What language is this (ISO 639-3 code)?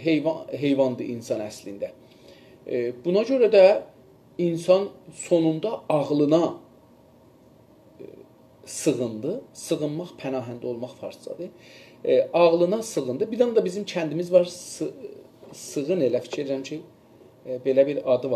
azb